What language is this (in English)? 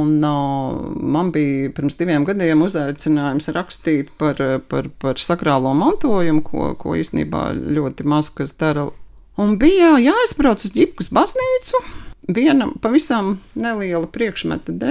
Latvian